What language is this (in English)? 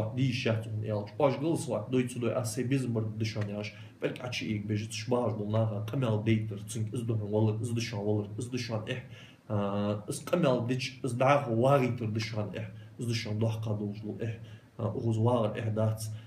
Ingush